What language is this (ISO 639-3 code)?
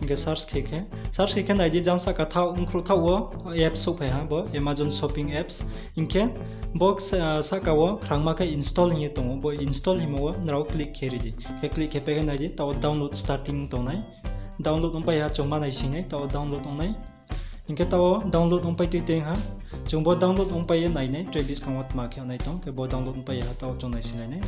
ria